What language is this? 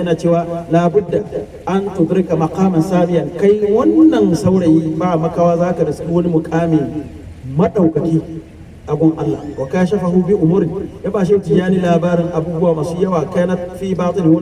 Hausa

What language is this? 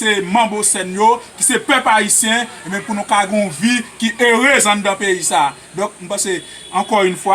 Haitian Creole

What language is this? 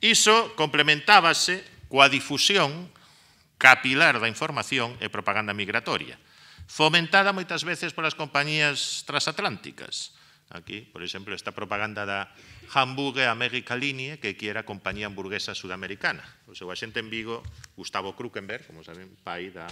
Galician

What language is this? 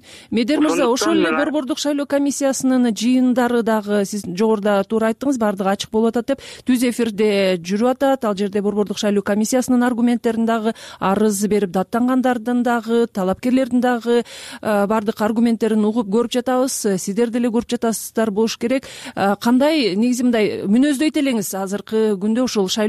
Kyrgyz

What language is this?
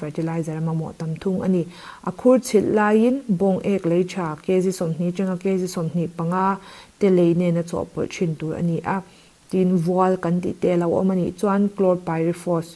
Mizo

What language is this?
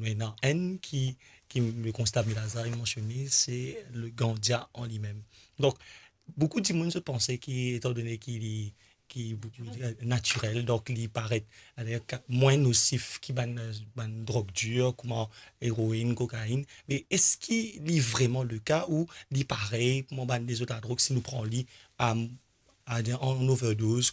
Morisyen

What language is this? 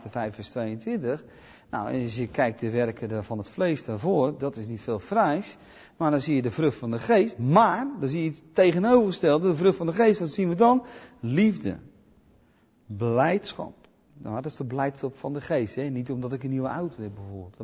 Dutch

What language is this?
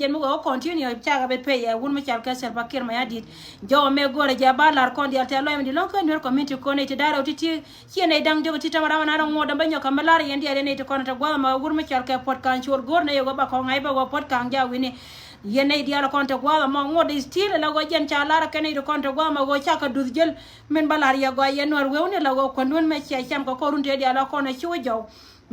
Nuer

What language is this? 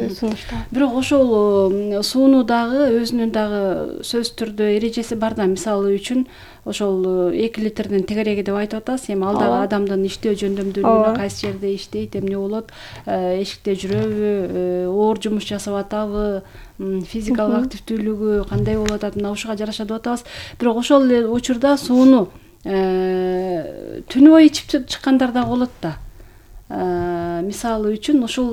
Kyrgyz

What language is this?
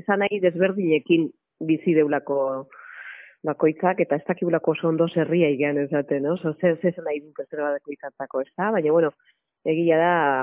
Basque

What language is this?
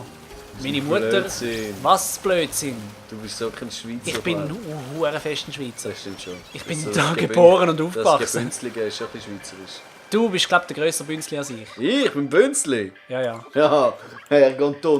Swiss German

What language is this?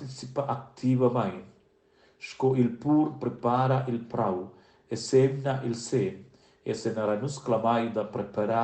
Romansh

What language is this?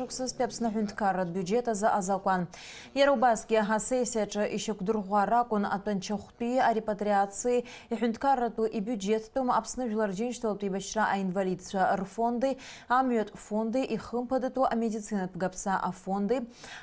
Abkhazian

